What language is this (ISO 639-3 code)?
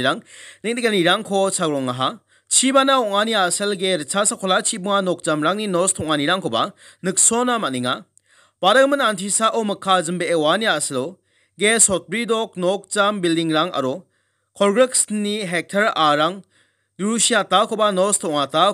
grt